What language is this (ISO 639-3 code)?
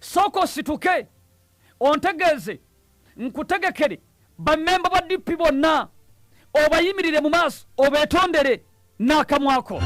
lug